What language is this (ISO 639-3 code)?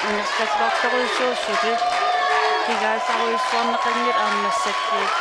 kal